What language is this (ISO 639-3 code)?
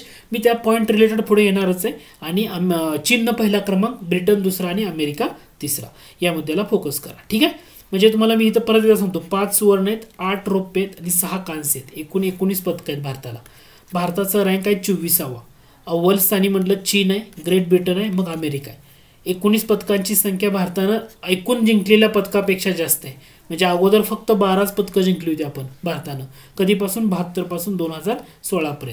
mar